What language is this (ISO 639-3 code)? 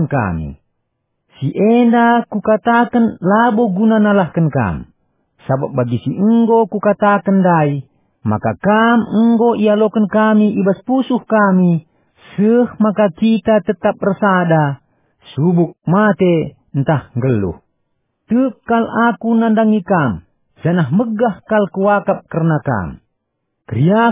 btx